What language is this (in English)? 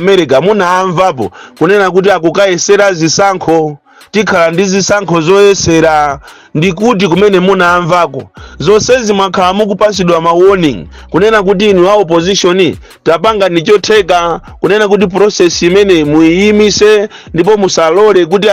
Nyanja